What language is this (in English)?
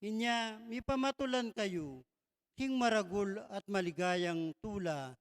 Pampanga